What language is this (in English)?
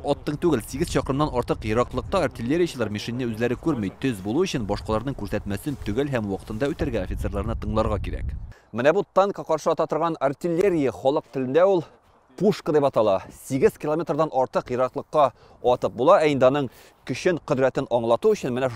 Tatar